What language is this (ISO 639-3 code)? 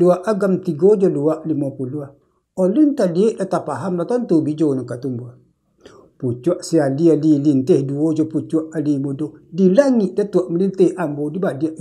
min